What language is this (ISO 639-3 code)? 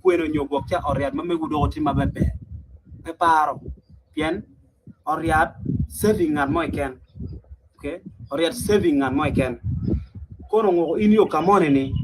ach